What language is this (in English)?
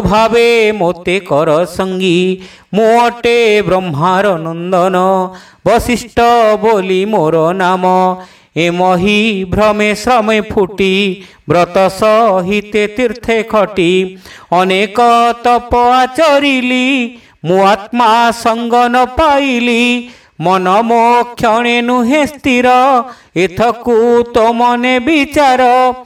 Odia